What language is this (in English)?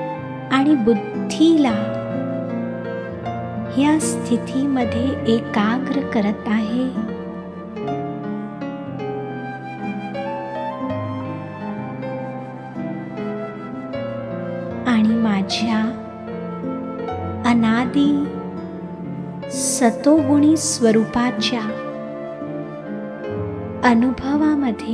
Marathi